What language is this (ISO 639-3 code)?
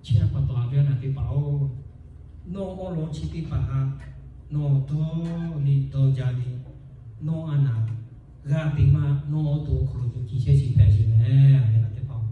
lhu